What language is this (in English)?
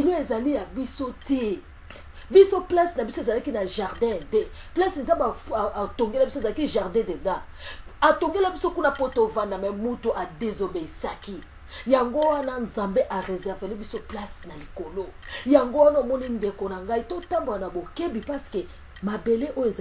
Lingala